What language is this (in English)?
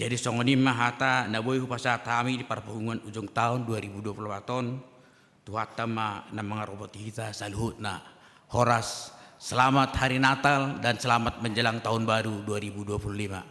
Batak Toba